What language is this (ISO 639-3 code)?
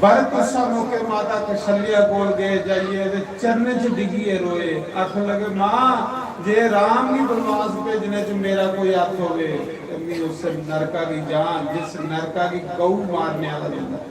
doi